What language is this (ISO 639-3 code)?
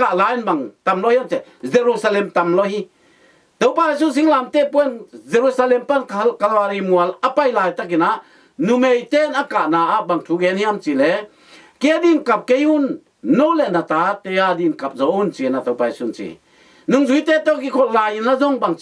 ctd